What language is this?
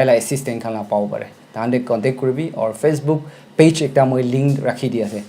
Naga Pidgin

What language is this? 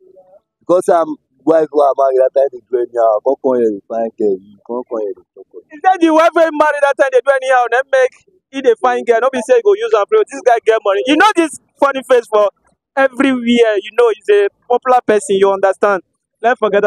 Nigerian Pidgin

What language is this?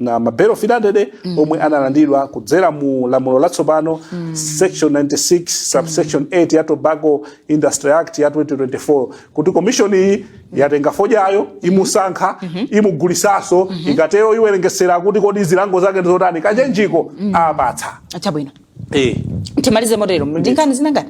Nyanja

